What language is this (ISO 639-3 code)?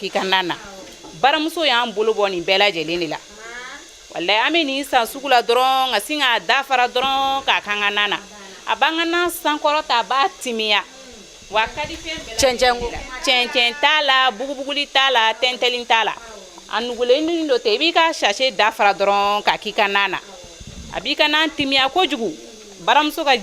bam